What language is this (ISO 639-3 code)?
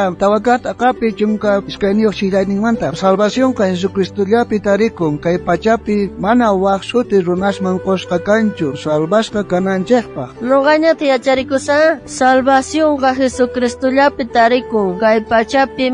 quh